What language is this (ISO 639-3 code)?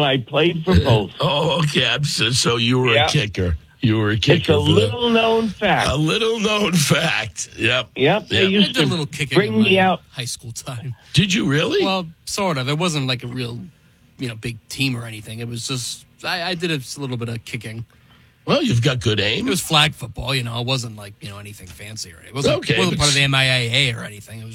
eng